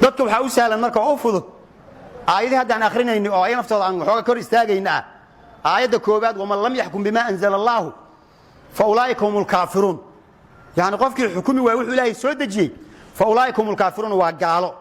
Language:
Somali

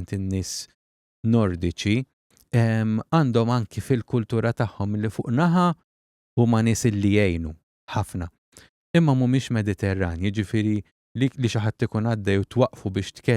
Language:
Maltese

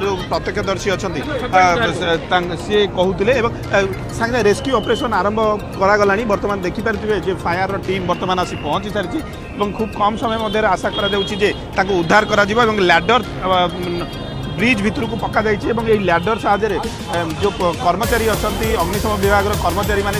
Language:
Odia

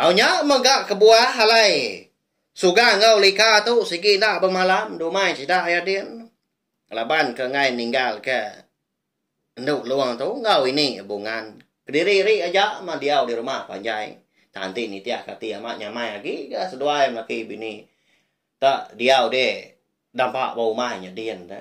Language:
Iban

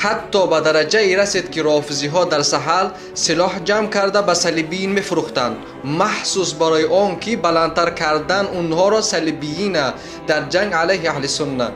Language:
Tajik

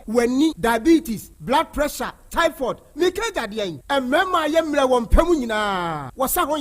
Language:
Akan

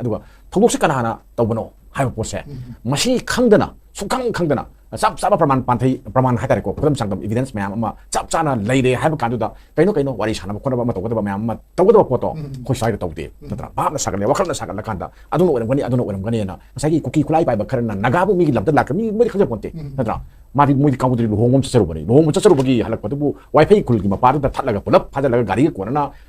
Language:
Manipuri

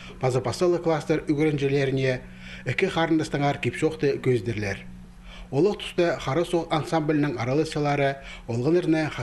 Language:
Khakas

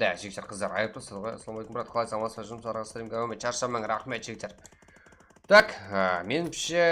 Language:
Kara-Kalpak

